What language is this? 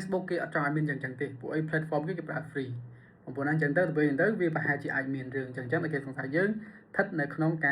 Khmer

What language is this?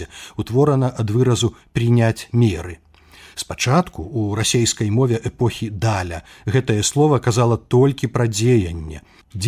Belarusian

